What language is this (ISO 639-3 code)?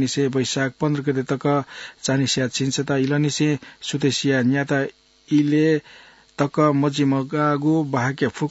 new